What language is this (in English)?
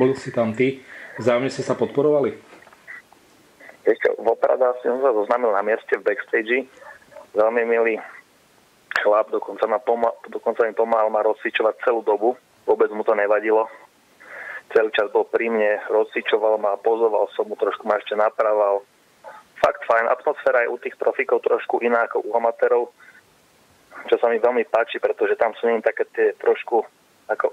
Slovak